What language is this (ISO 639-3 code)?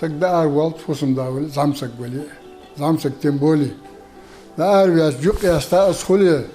inh